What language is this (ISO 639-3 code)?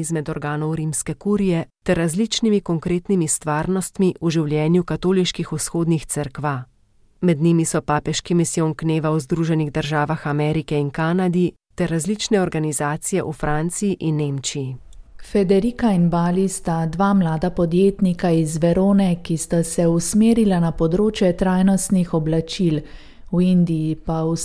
slv